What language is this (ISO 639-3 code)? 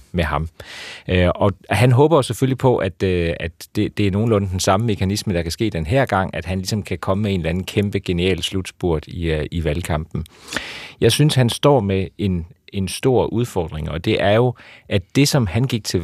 dan